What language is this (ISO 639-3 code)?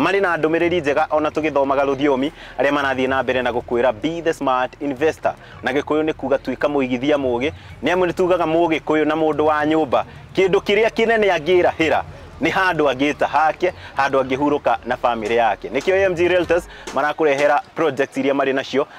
kik